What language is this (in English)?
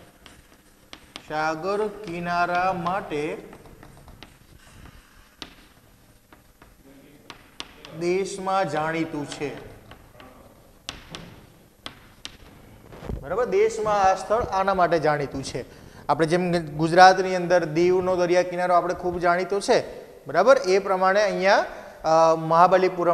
Gujarati